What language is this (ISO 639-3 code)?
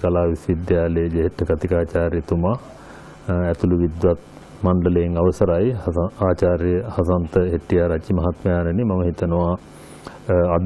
sin